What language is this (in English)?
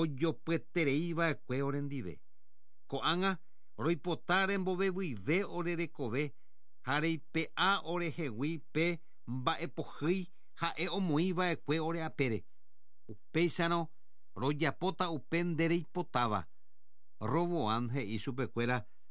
Guarani